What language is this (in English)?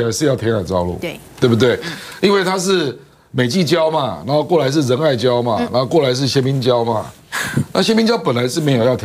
Chinese